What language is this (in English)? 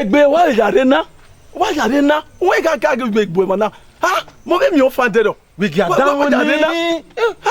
Bini